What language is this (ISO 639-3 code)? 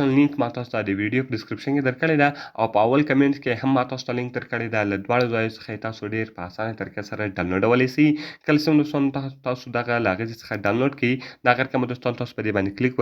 pus